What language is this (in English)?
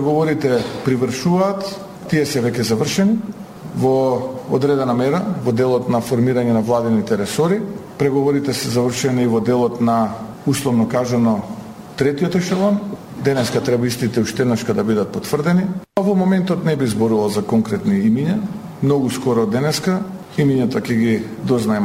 Macedonian